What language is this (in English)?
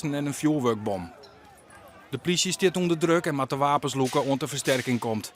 Western Frisian